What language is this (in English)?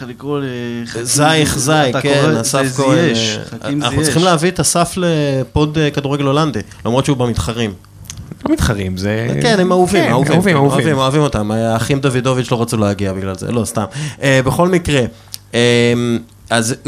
Hebrew